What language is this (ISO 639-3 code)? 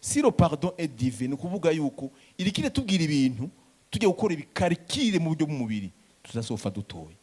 run